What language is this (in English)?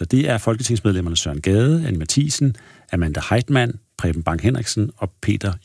Danish